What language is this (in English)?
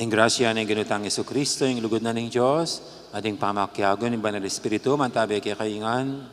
Pampanga